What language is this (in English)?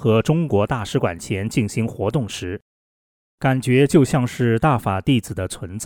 Chinese